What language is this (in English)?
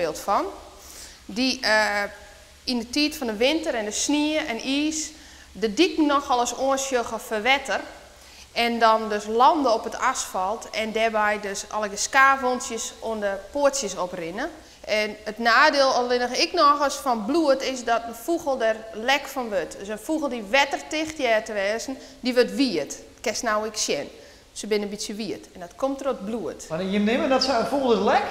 Western Frisian